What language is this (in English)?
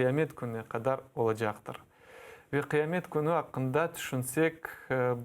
Crimean Tatar